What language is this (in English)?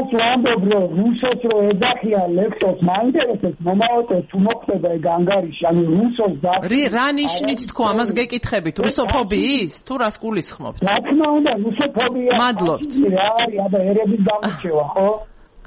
Georgian